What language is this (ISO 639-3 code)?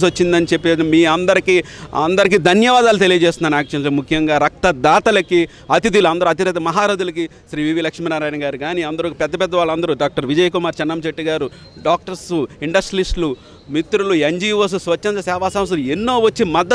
tel